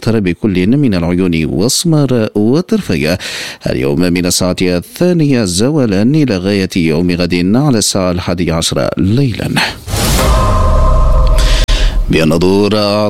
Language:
Arabic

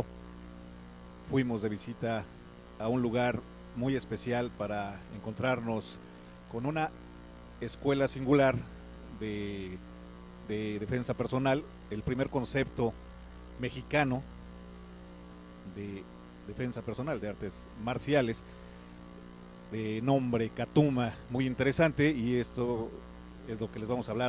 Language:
Spanish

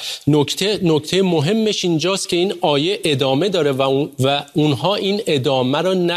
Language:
Persian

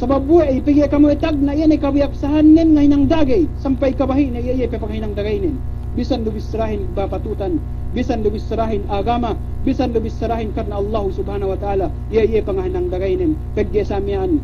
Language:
Yakan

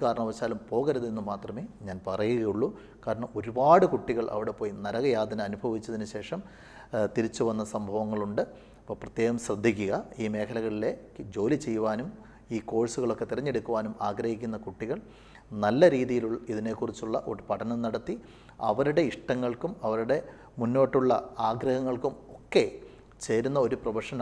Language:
Malayalam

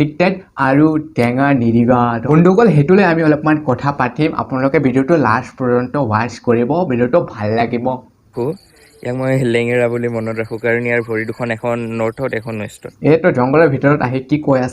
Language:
Assamese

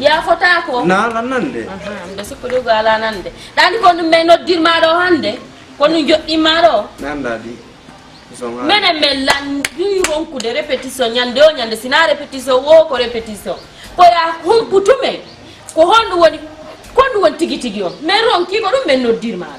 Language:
Fula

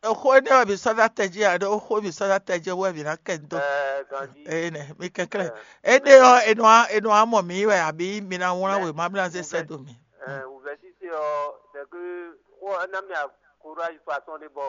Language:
Fon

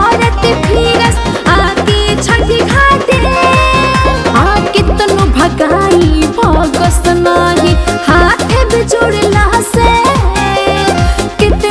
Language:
Bhojpuri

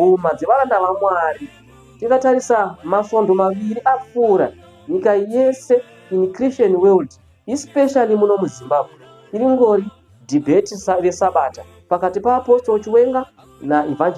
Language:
Shona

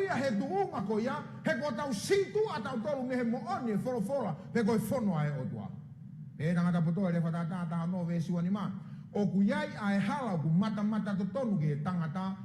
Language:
Tongan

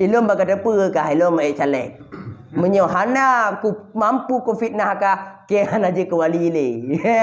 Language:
Achinese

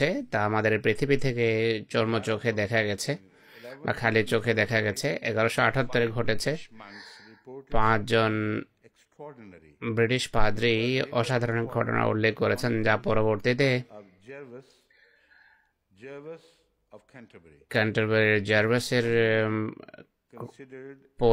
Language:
Bangla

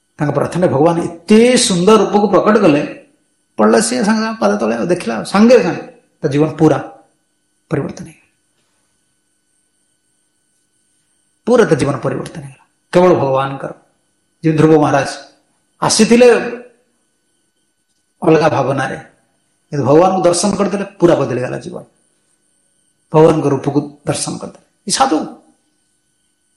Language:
Odia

